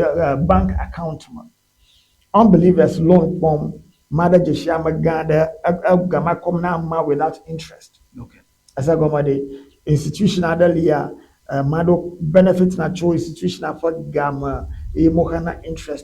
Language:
Ewe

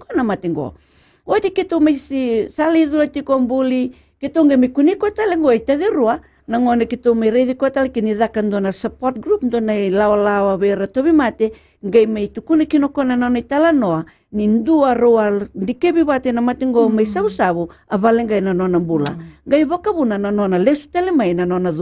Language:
Fijian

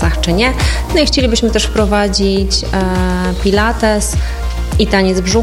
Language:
Polish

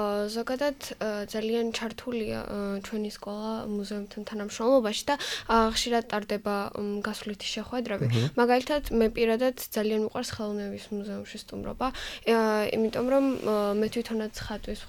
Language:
Georgian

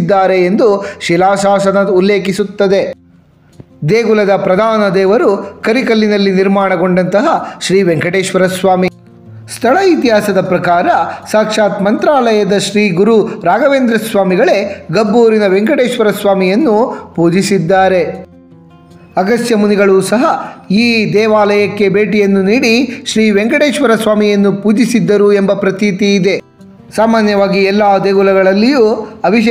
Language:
Kannada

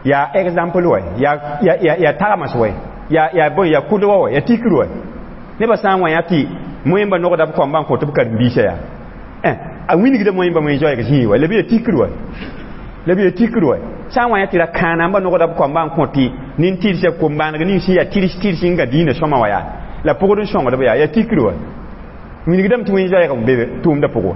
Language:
Mossi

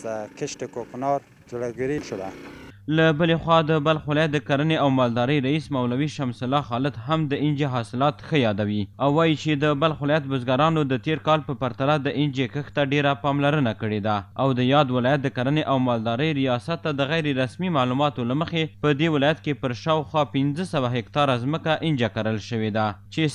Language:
Pashto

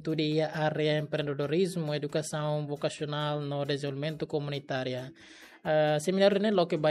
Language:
Tetum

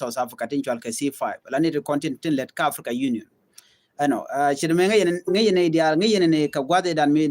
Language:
Nuer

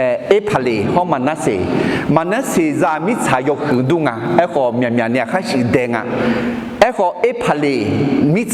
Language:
Akha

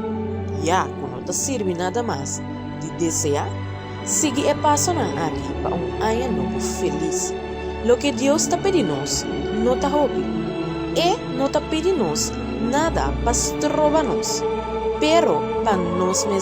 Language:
Papiamento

